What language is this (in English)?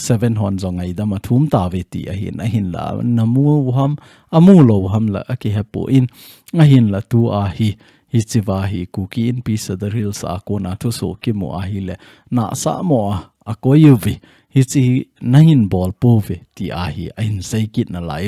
Thado Chin